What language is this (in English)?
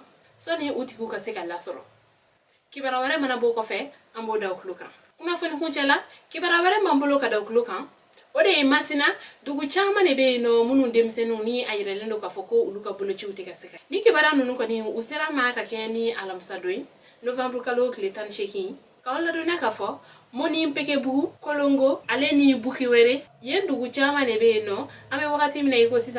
Bambara